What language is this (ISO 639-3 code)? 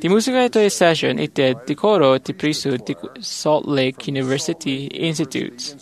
ilo